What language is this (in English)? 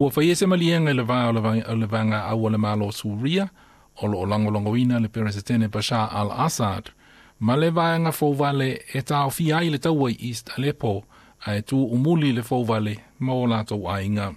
Samoan